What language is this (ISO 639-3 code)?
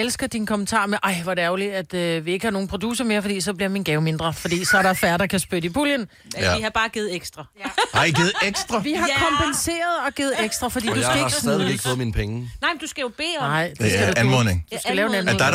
dan